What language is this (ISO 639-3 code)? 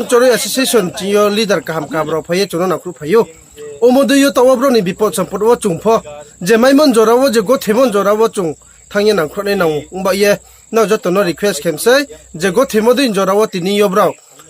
ria